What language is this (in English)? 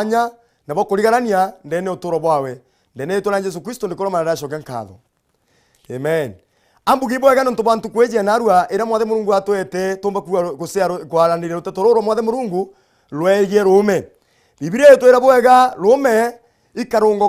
Meru